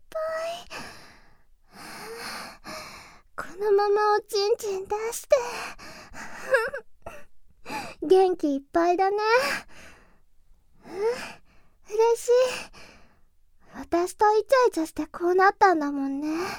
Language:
Japanese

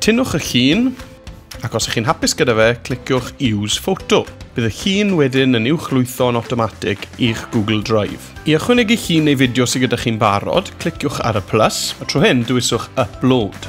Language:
Welsh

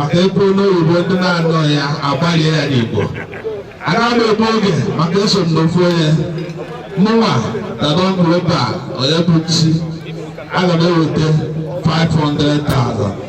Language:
Igbo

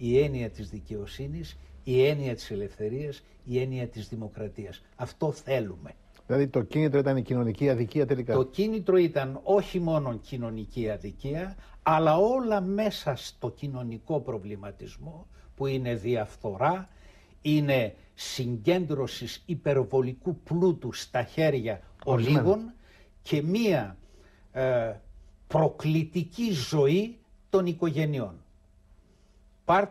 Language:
Greek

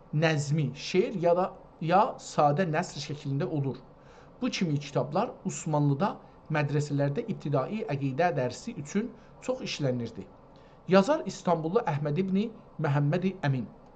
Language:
South Azerbaijani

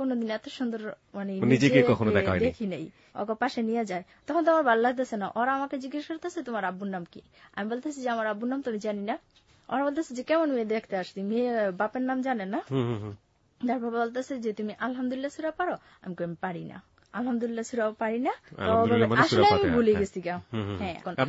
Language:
Bangla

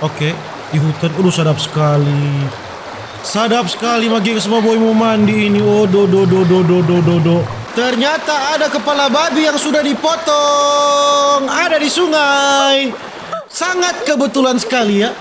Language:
Manado Malay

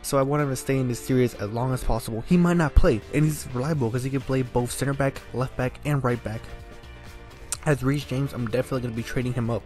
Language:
English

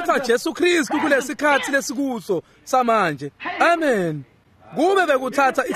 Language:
Swati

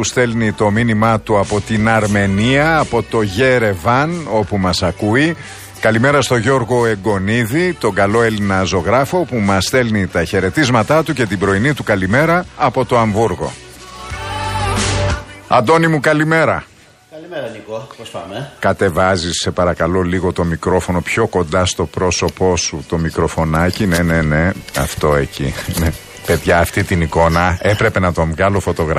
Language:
Greek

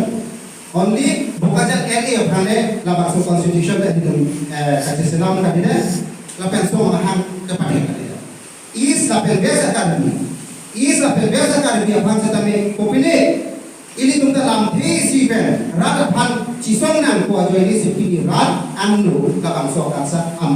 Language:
Karbi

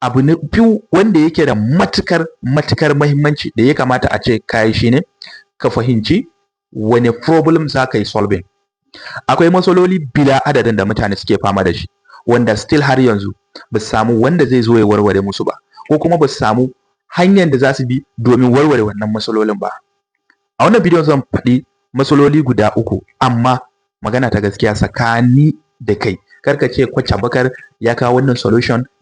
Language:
Hausa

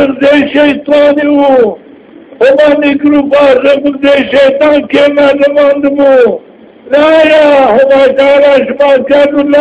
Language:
Zaza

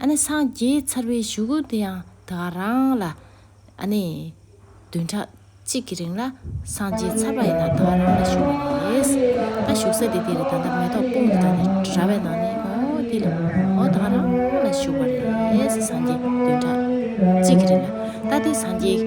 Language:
Tibetan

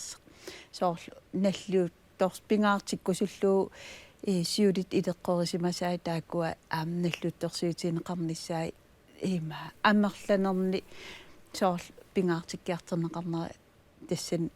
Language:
Kalaallisut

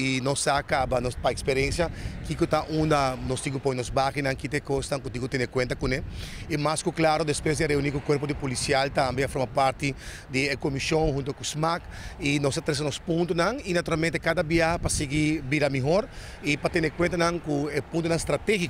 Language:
Papiamento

